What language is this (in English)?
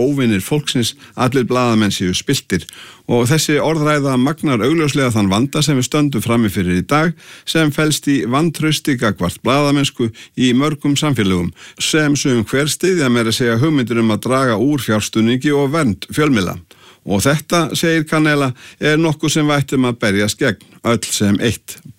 Icelandic